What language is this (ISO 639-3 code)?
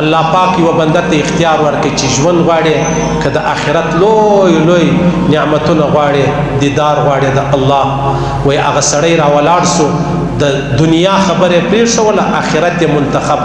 pus